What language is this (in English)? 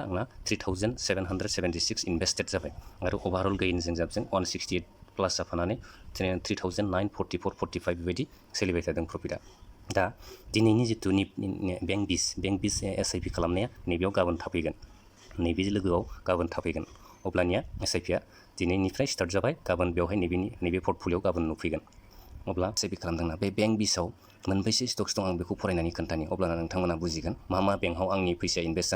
Bodo